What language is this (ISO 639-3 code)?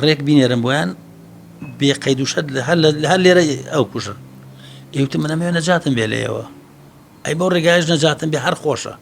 ckb